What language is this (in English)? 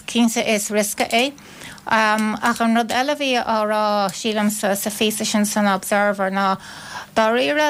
Irish